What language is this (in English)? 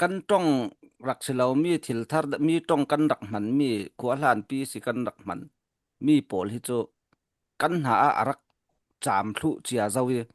Falam Chin